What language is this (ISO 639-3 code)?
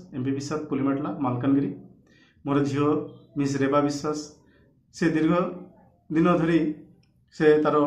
ori